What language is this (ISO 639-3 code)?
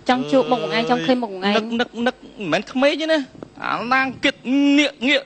khm